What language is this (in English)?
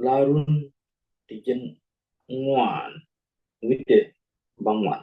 Nuer